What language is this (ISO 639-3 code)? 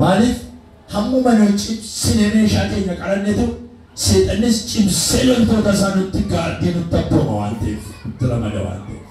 orm